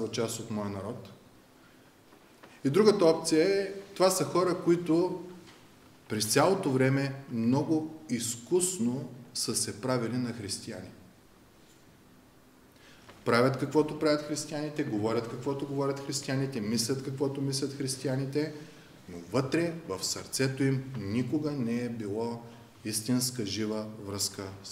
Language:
Bulgarian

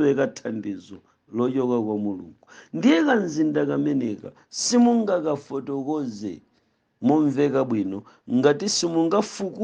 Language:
Nyanja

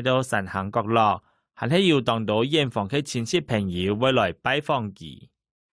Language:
Hakka Chinese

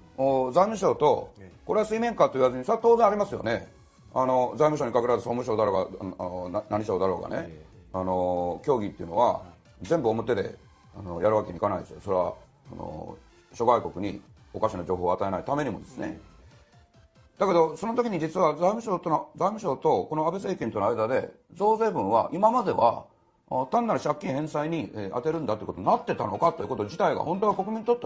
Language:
Japanese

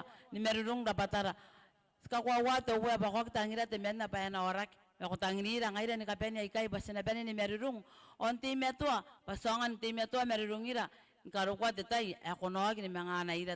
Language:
Gilbertese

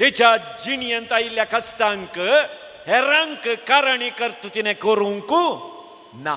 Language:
Konkani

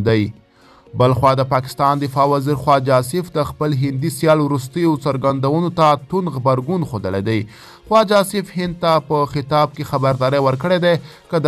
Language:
Pashto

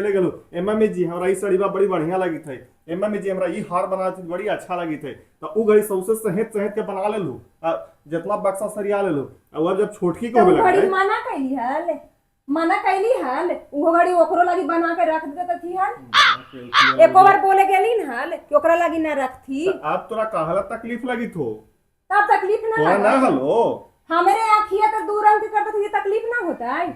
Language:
Magahi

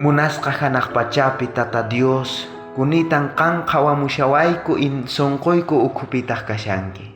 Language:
South Bolivian Quechua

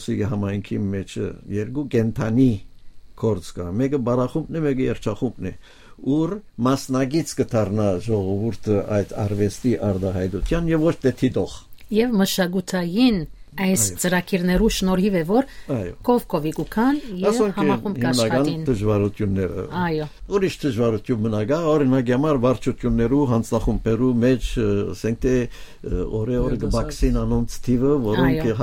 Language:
Western Armenian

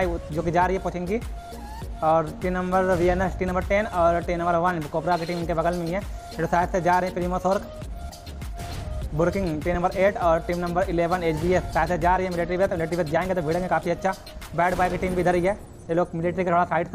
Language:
Hindi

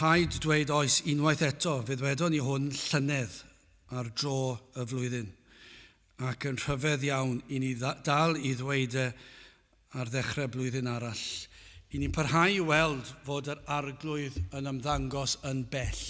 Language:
Welsh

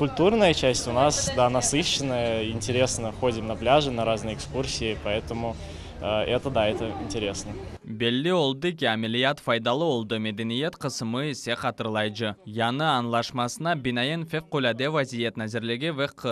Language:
Crimean Tatar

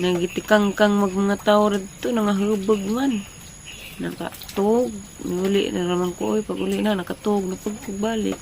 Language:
Cebuano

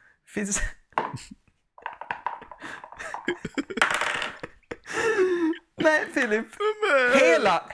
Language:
Swedish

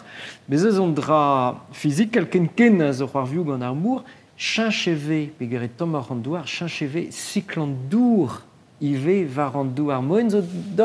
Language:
Breton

